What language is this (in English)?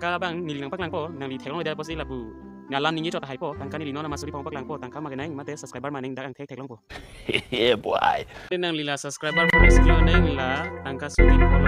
Karbi